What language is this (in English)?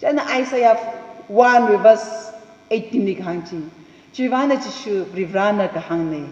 Tangkhul Naga (India)